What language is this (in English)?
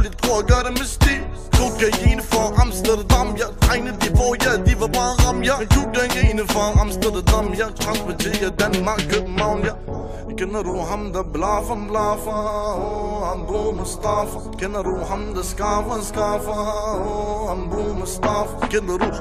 Danish